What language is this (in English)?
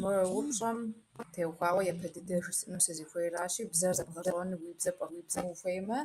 Kabardian